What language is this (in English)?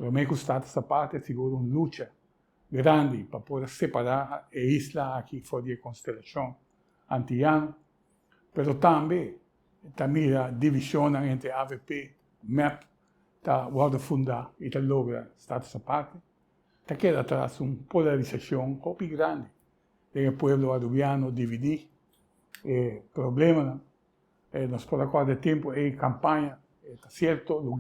Papiamento